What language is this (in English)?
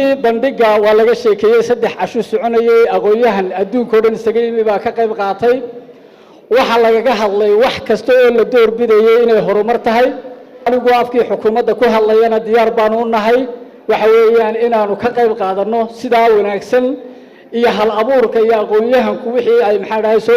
Somali